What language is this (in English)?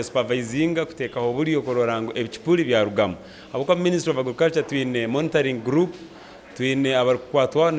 Nyankole